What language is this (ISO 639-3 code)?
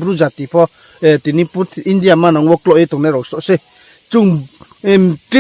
ria